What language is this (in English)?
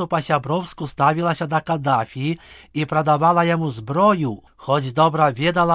Belarusian